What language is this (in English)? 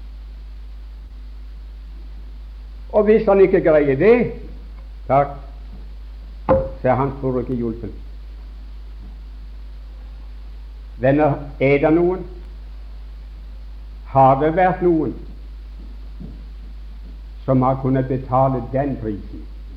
Norwegian